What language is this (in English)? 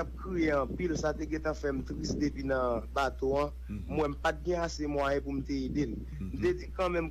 Haitian Creole